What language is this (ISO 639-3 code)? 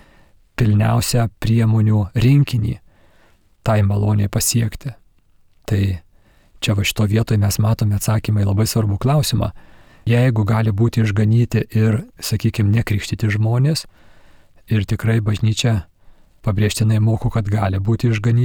lit